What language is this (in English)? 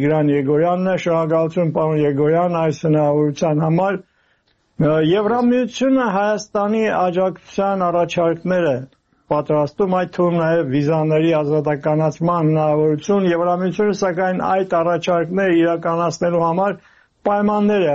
Armenian